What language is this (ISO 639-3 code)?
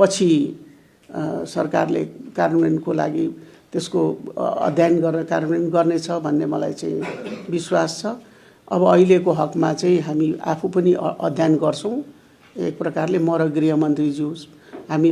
nep